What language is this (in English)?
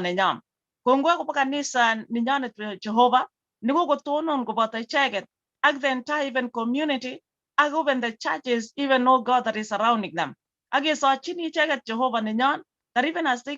Kalenjin